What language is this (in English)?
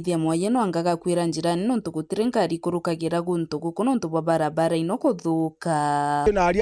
Meru